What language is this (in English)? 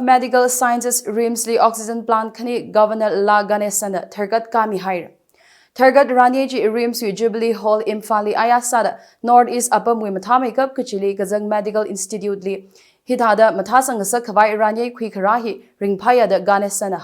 Tangkhul Naga (India)